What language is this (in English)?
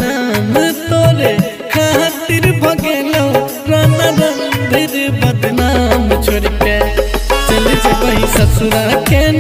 Bhojpuri